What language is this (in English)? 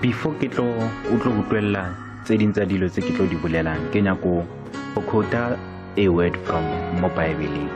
Northern Sotho